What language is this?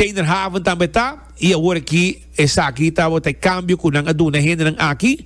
Papiamento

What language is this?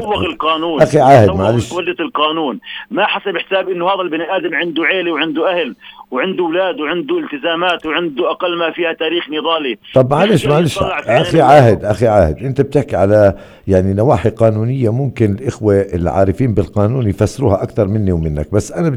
North Levantine Arabic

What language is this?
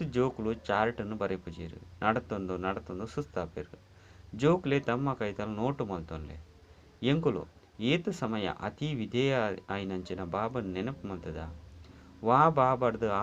Tulu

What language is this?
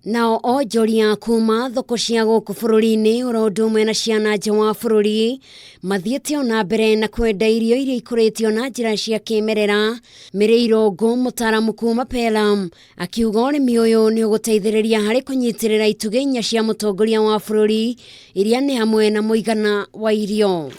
Kikuyu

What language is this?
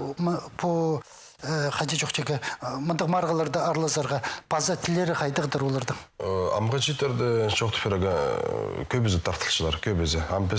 Khakas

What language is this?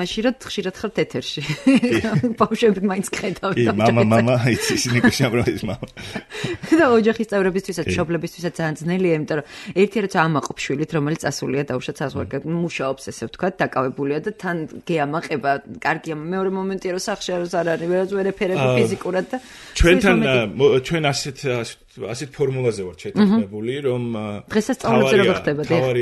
Georgian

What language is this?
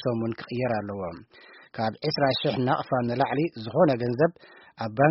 Tigrinya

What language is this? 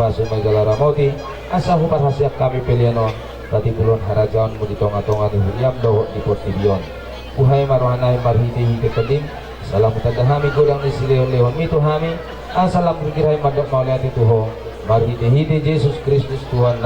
Batak Toba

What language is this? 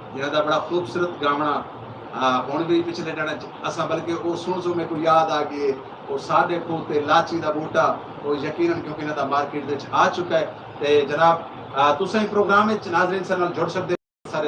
Saraiki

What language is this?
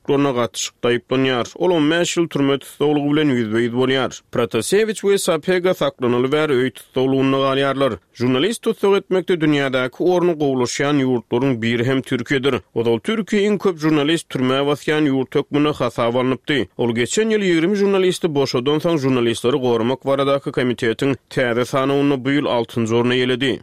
Turkmen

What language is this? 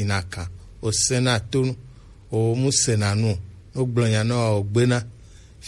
Gen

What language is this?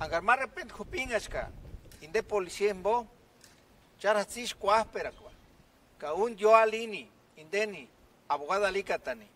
Purepecha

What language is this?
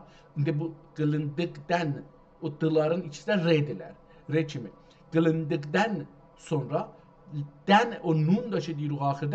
South Azerbaijani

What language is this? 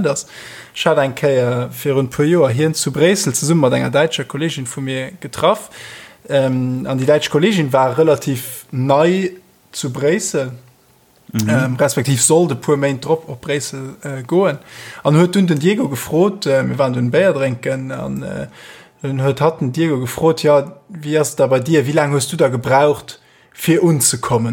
Luxembourgish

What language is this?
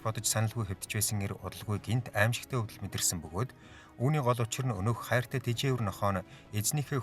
Mongolian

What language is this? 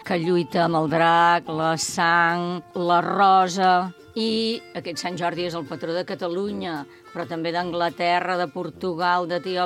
Catalan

